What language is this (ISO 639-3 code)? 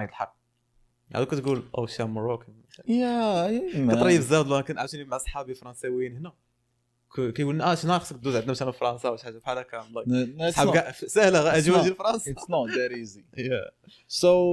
ary